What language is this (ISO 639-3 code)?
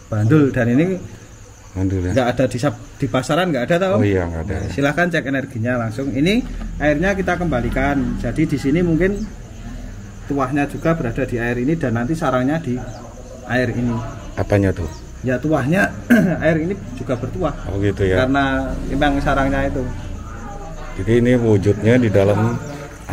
ind